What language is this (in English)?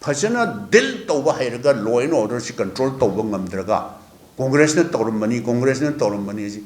Manipuri